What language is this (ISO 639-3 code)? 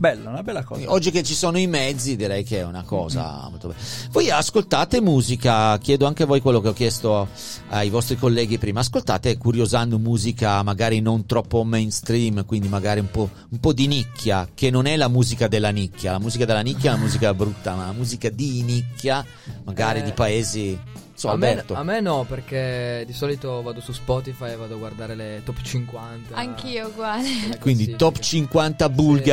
ita